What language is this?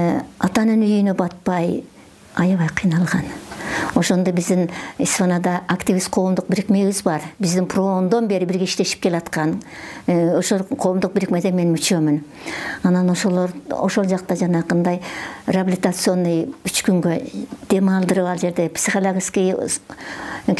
Kyrgyz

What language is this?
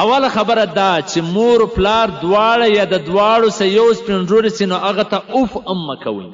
Pashto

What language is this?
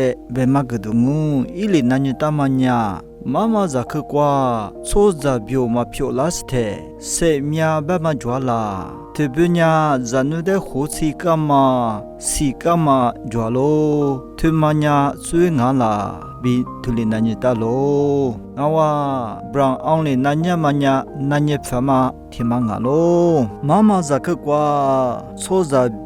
Lisu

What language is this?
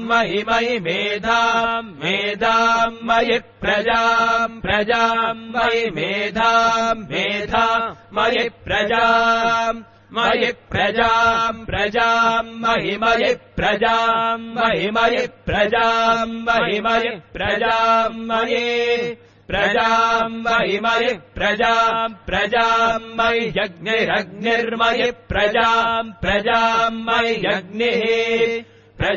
Sanskrit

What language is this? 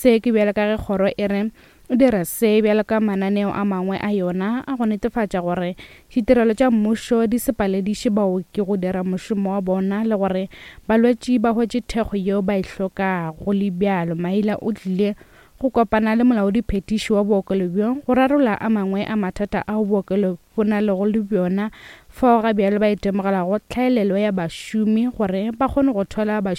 Northern Sotho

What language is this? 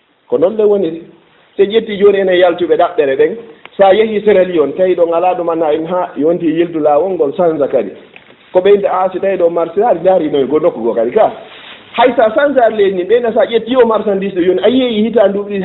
Fula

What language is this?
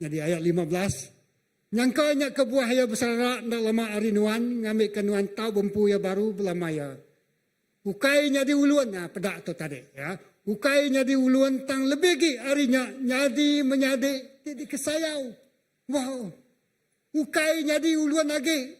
Iban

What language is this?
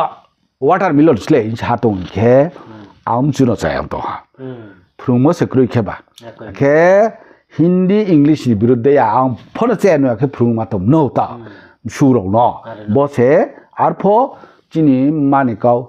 Riang (India)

